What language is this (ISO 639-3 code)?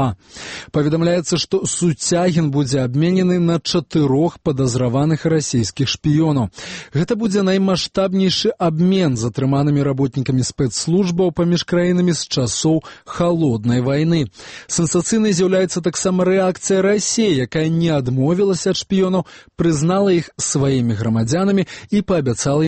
bel